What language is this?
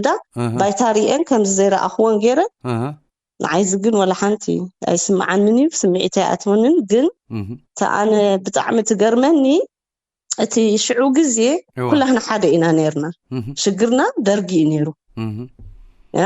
Tigrinya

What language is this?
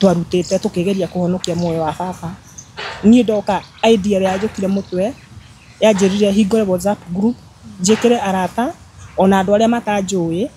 Kikuyu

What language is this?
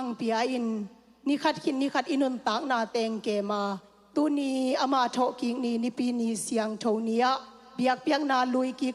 Tedim Chin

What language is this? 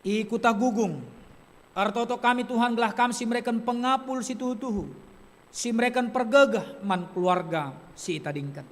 Batak Karo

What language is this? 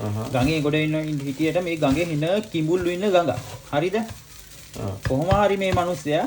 Sinhala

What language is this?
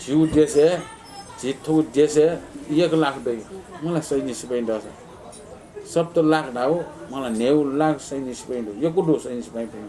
Newari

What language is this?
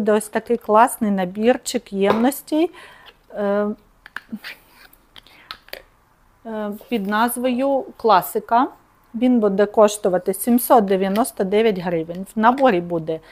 Ukrainian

